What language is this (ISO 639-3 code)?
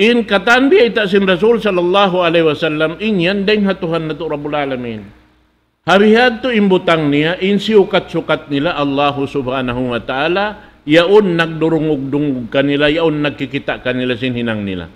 tsg